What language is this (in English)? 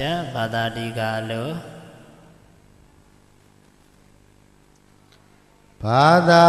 Burmese